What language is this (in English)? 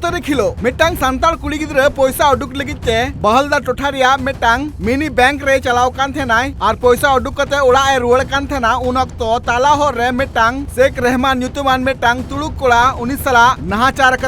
Santali